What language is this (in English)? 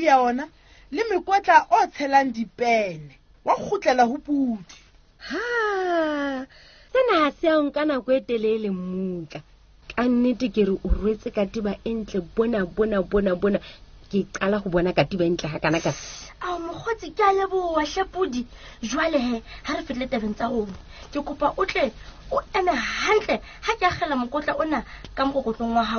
Southern Sotho